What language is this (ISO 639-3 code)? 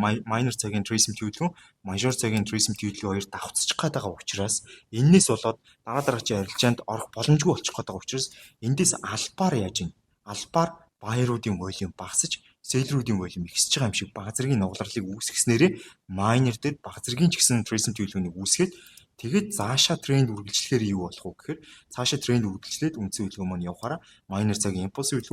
mon